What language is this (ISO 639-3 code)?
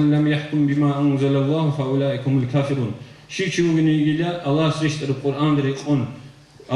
ava